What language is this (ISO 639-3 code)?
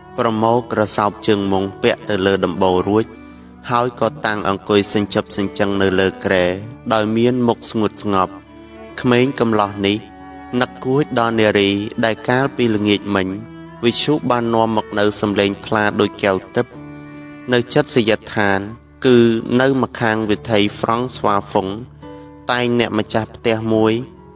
khm